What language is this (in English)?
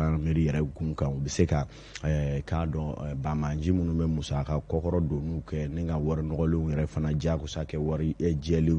Bambara